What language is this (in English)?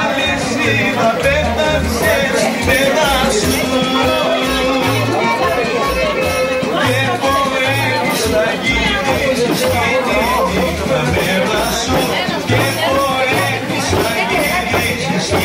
Greek